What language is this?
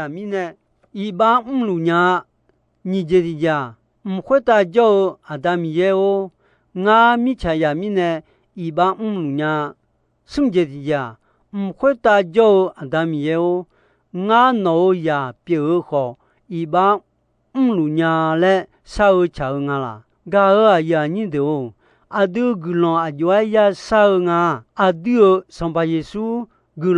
Akha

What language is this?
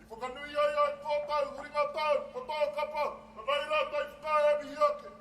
Māori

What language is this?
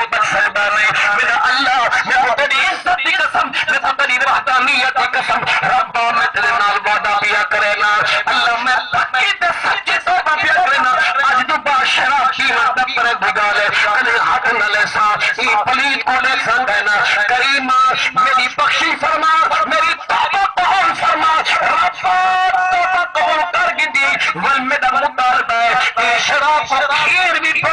Saraiki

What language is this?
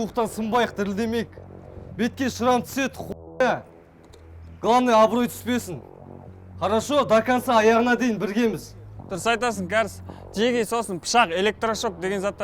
Kazakh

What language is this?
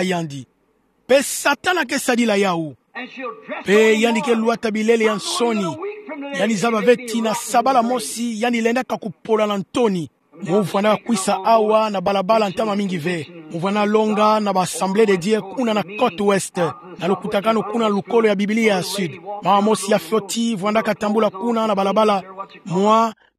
Kituba (Democratic Republic of Congo)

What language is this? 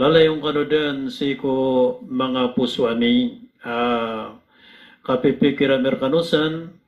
Maranao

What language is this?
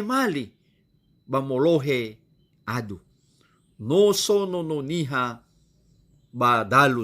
Nias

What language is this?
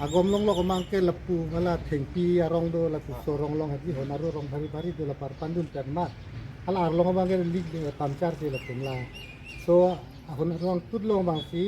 Karbi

